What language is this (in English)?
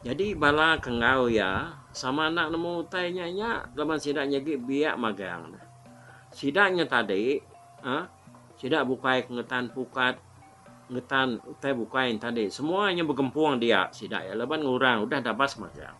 Iban